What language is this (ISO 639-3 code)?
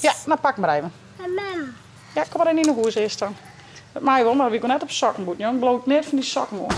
fry